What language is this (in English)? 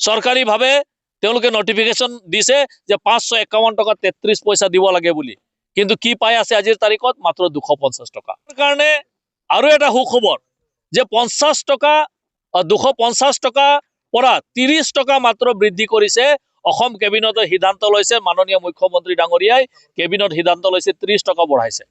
Assamese